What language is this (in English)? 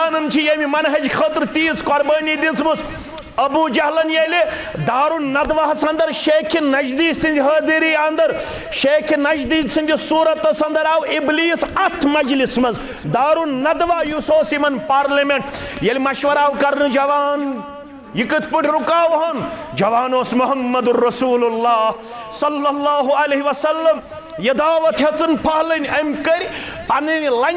Kashmiri